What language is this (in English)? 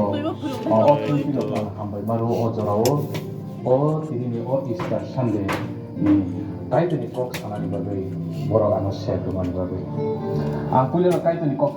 Kok Borok